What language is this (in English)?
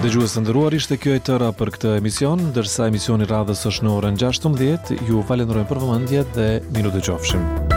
Albanian